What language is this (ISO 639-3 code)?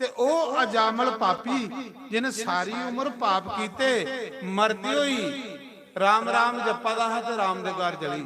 doi